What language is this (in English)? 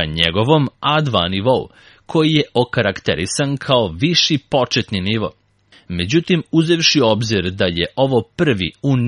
Serbian